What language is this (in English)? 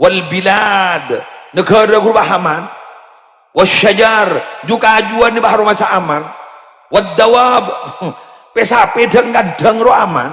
Madurese